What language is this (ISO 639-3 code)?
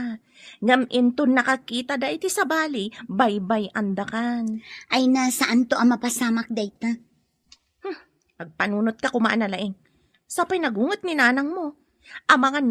ilo